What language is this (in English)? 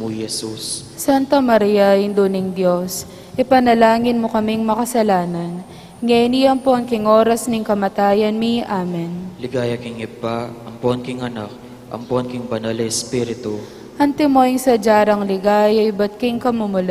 Pampanga